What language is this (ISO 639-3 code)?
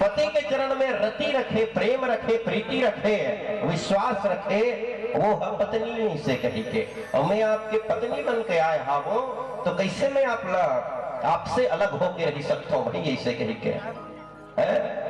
hne